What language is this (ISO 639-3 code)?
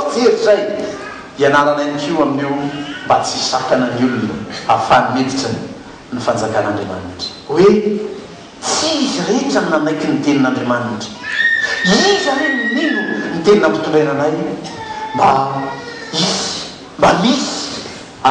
mlg